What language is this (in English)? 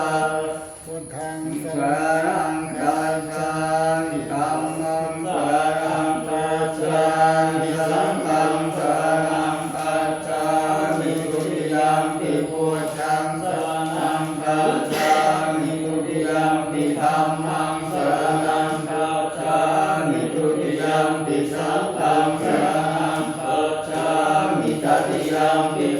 Pali